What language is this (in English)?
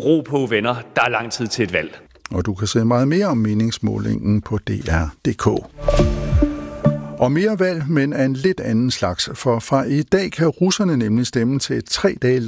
Danish